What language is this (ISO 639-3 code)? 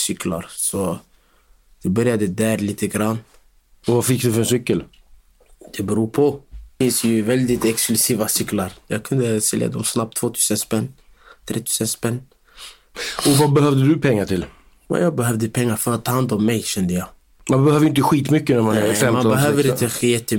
swe